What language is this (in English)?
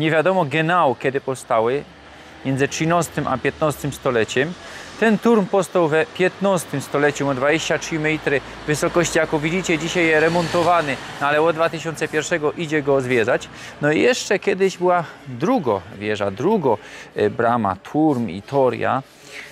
Silesian